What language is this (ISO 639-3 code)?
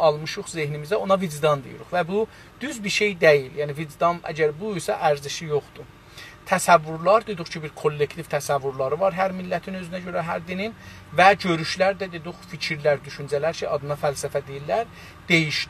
azb